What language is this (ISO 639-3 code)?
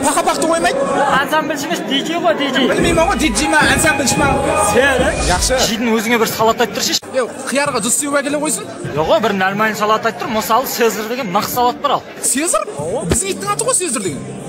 kaa